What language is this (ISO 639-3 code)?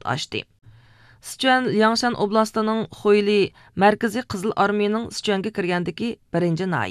uig